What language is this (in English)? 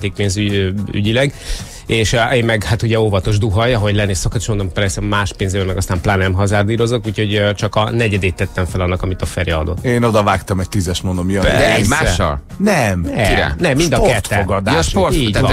Hungarian